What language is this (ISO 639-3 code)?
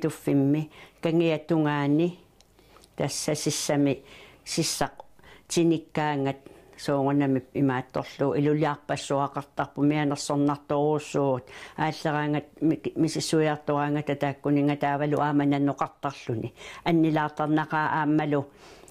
kal